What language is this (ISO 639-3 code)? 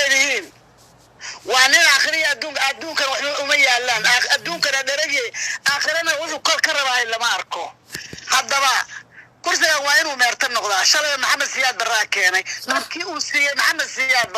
som